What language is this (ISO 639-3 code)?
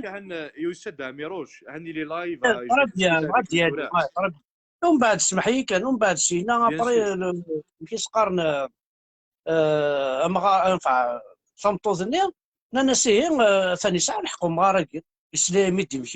kab